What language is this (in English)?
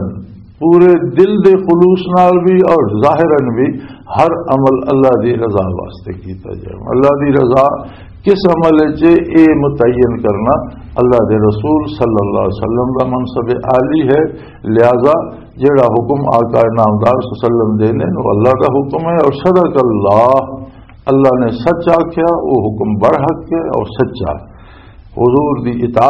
Western Panjabi